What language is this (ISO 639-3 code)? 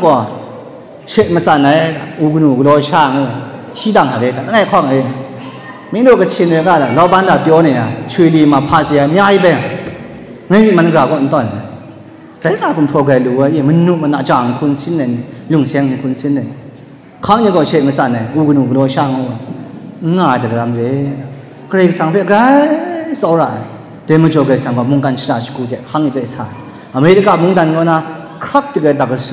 kac